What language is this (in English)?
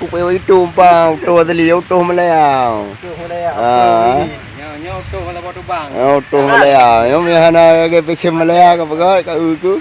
Achinese